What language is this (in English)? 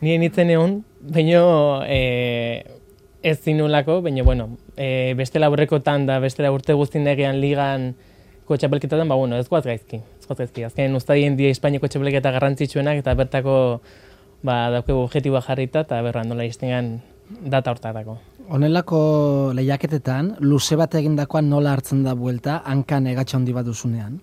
Basque